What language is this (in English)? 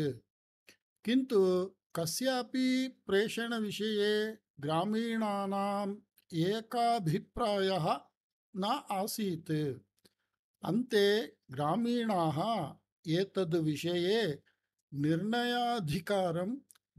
Sanskrit